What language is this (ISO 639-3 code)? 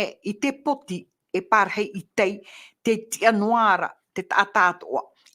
tah